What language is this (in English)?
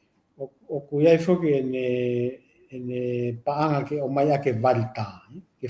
Tongan